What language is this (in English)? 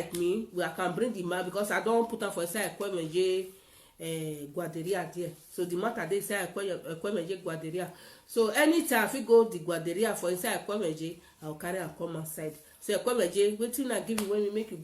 Nigerian Pidgin